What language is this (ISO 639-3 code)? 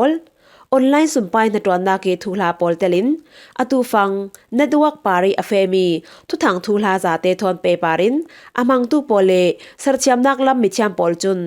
cfm